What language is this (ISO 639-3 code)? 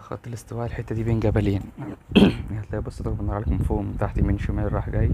arz